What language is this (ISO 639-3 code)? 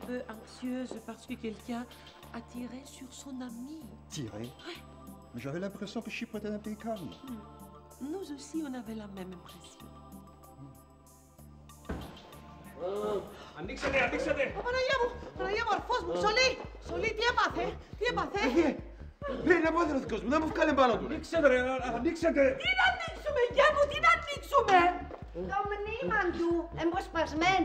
ell